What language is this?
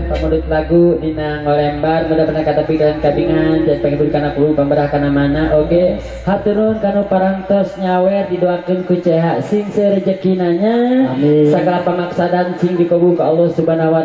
Sundanese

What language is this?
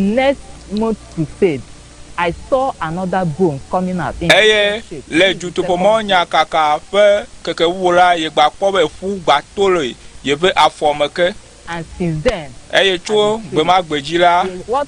Ewe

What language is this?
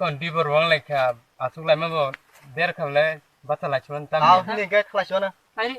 Kok Borok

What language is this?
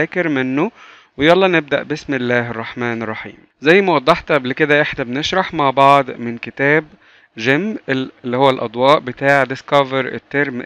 Egyptian Arabic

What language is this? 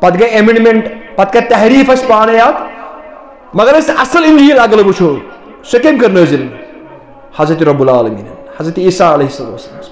Kashmiri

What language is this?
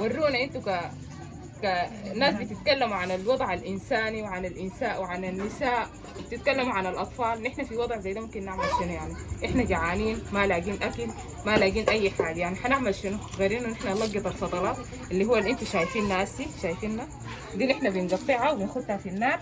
Sudanese Arabic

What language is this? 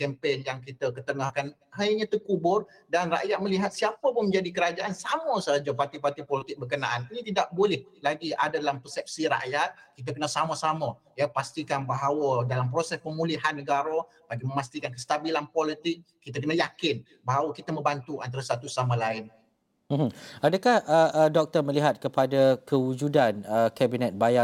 Malay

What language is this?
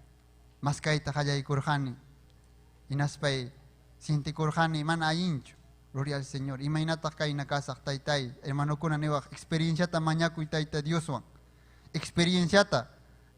Ayacucho Quechua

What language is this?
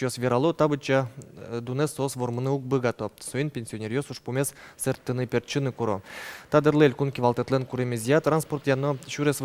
Udmurt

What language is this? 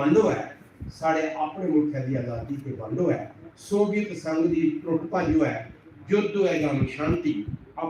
Dogri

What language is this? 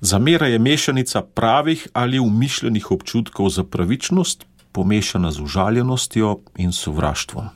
Slovenian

